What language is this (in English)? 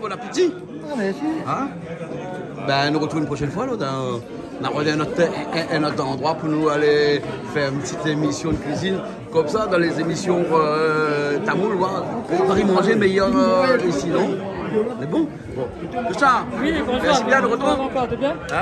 Réunion Creole French